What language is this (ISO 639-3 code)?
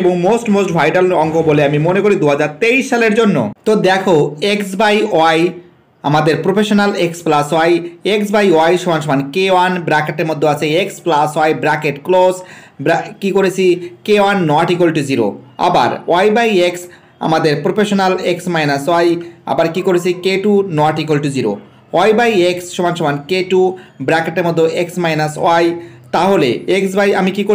ben